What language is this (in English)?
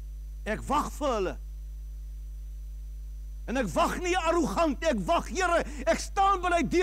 Afrikaans